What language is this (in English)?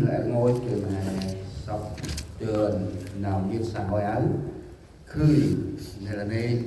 Central Mnong